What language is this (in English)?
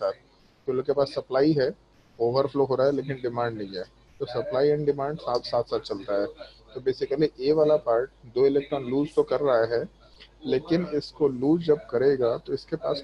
Hindi